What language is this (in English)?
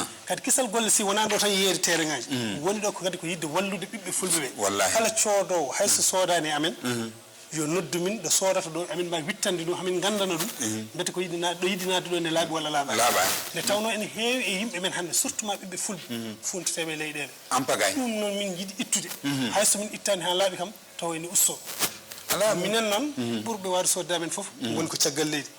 Fula